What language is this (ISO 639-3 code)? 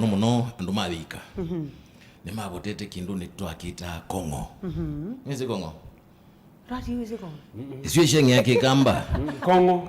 kam